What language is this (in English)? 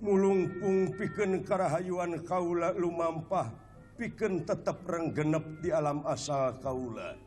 Sundanese